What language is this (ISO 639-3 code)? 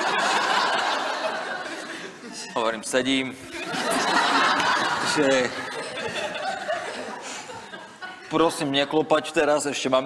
slk